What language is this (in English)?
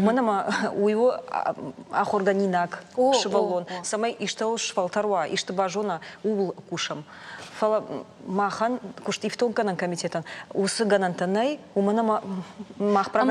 Ossetic